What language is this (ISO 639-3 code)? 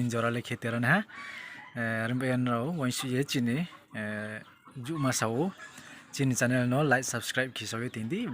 ria